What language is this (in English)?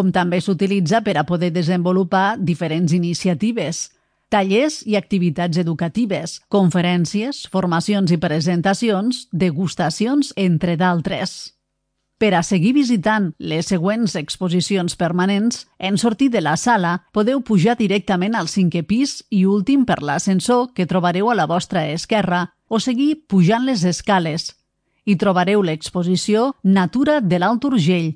Catalan